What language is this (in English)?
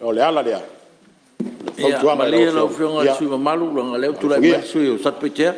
Samoan